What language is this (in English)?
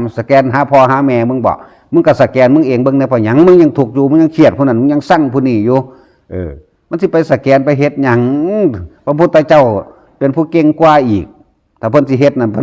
Northeastern Thai